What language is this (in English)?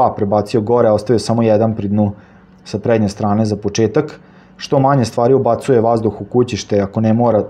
Serbian